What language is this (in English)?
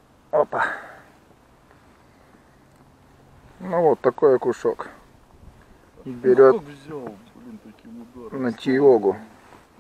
Russian